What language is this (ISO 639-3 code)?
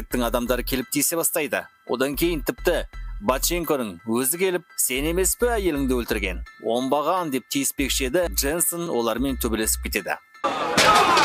kaz